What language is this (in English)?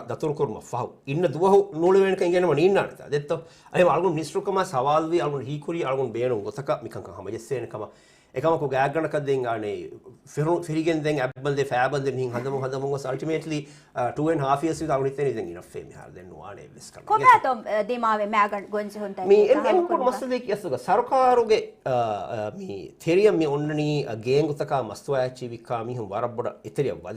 Divehi